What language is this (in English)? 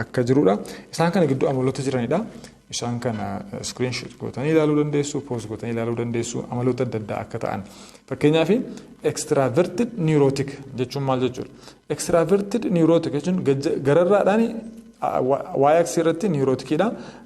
Oromo